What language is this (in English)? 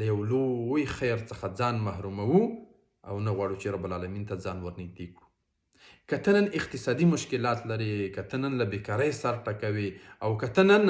Pashto